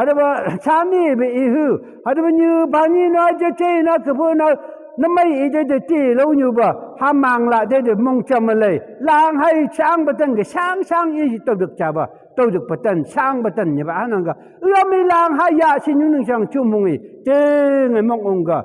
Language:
Phom Naga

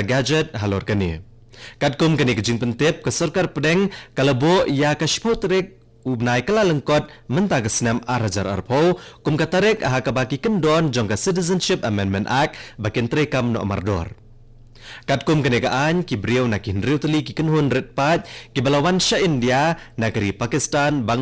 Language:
Khasi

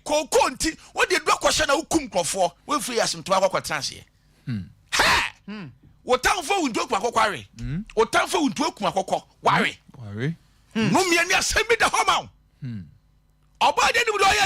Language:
Akan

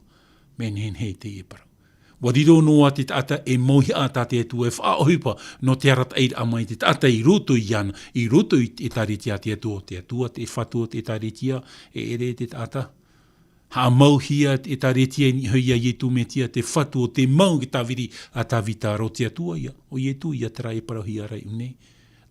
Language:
Tahitian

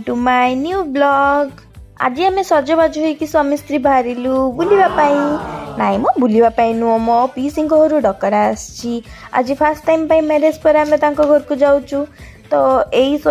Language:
Odia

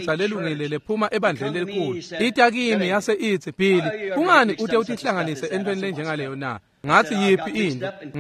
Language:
Swati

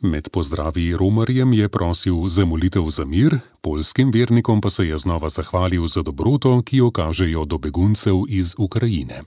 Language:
Slovenian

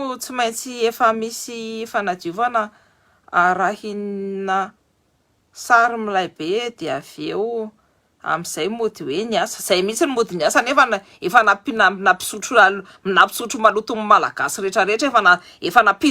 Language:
Malagasy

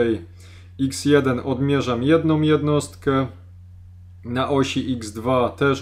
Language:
Polish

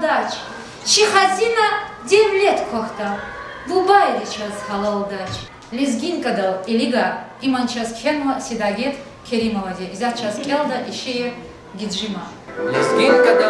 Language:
Lezghian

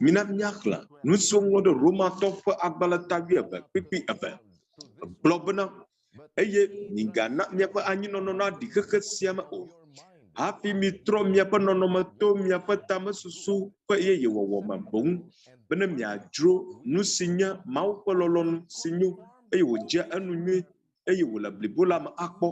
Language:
Ewe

